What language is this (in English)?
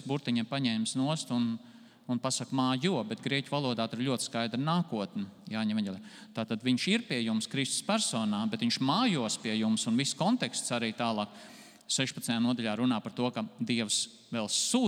Latvian